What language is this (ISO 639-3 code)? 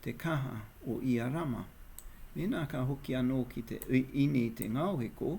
mri